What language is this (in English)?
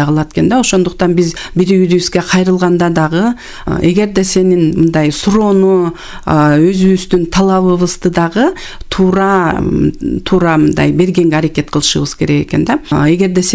Kyrgyz